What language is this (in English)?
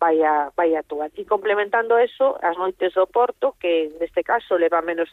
Galician